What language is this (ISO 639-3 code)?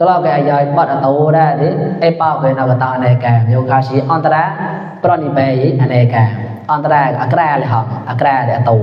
mnw